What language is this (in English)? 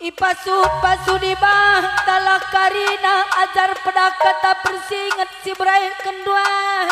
Batak Karo